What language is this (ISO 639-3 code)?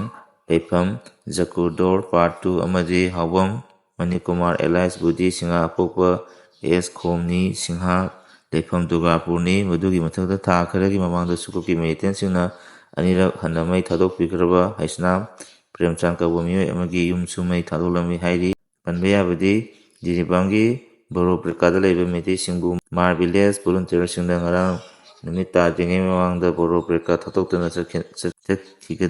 mni